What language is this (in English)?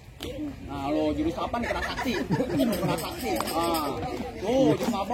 Betawi